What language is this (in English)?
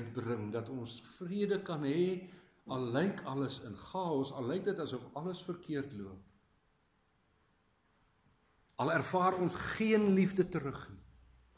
Afrikaans